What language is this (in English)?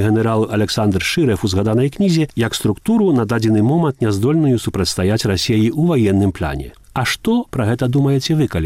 Belarusian